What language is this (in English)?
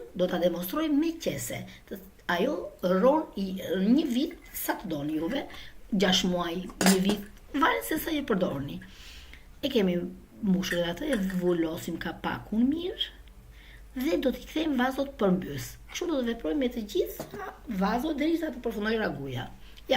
Albanian